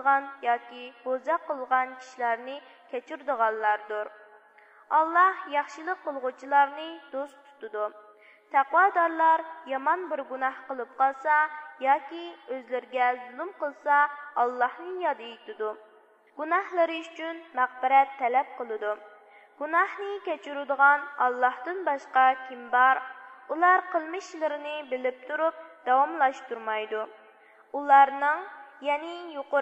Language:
Uyghur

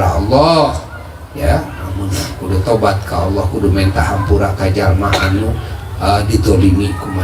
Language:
Sundanese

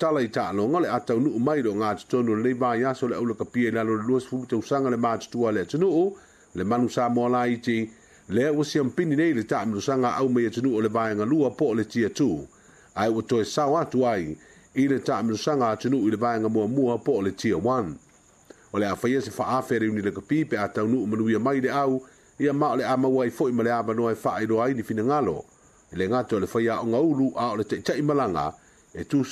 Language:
Samoan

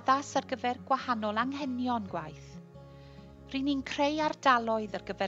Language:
Welsh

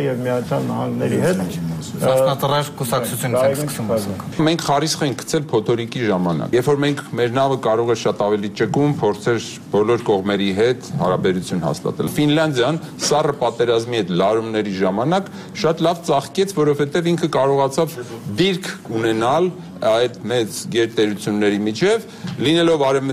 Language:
Armenian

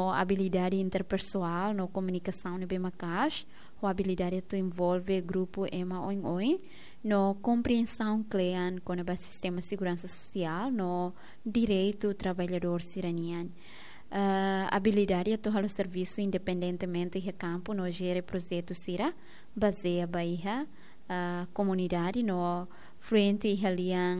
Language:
Tetum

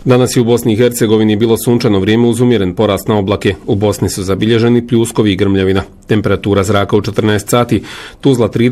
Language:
Bosnian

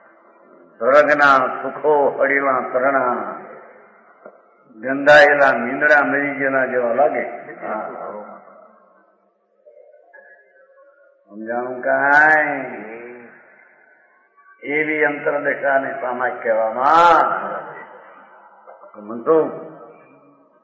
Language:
Gujarati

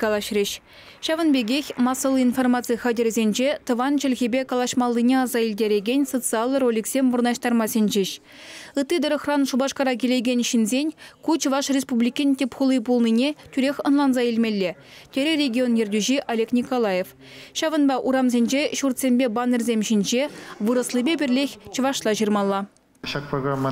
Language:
Chuvash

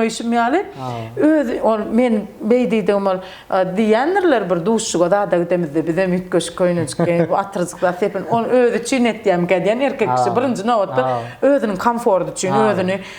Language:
Turkmen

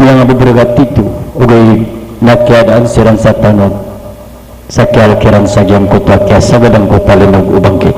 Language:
Maranao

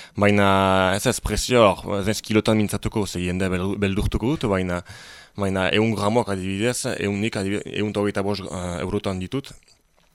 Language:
Basque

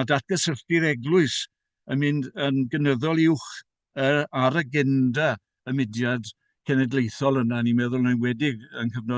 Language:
Welsh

